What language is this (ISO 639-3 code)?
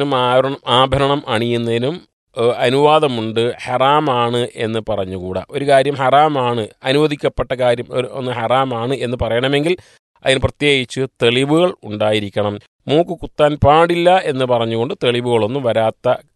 mal